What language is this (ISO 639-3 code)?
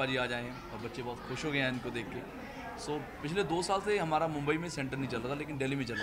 hin